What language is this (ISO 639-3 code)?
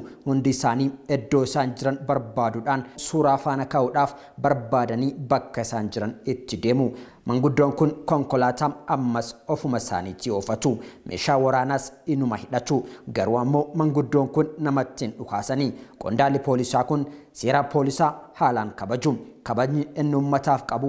orm